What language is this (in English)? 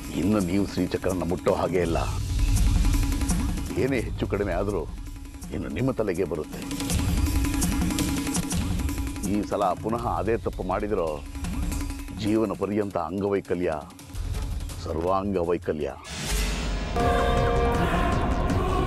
Kannada